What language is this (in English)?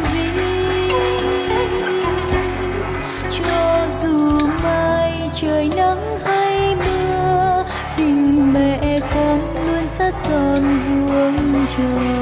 Vietnamese